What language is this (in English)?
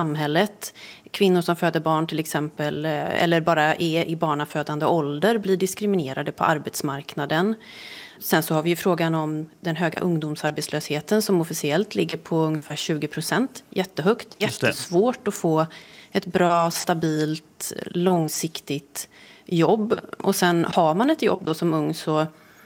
Swedish